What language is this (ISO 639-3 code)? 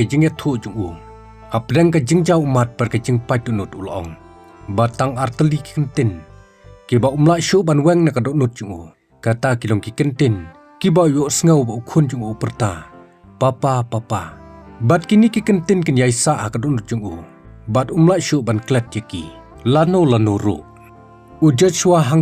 kha